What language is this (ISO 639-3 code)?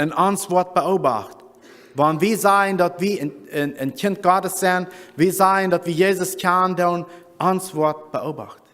pdt